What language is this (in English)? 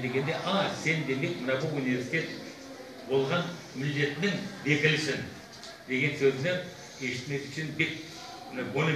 Crimean Tatar